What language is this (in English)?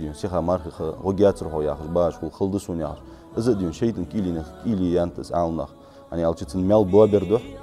Ingush